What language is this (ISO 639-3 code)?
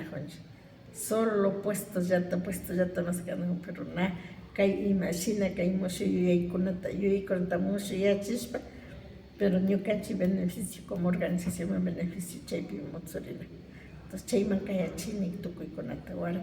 qvi